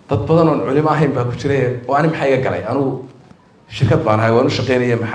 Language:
Somali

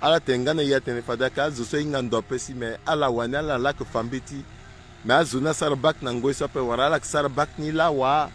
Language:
Sango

